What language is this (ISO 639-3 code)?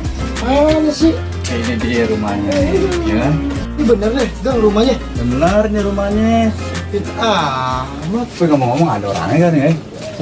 bew